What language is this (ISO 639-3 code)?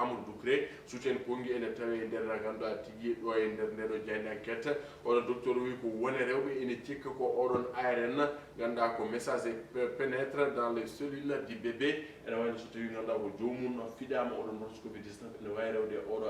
ful